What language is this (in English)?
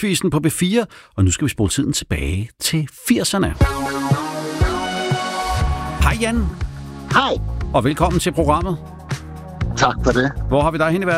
Danish